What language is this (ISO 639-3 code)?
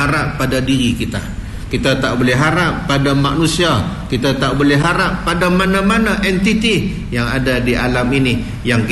msa